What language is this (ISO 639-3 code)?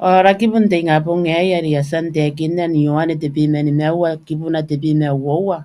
gil